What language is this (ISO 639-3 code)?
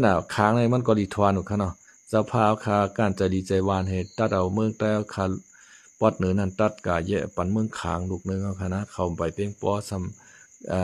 shn